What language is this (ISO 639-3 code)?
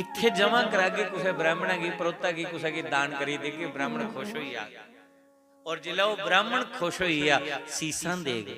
doi